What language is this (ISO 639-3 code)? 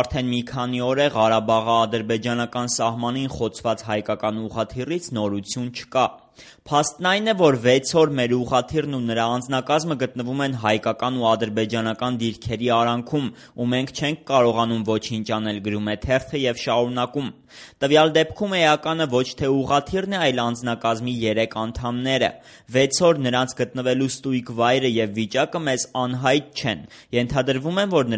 hye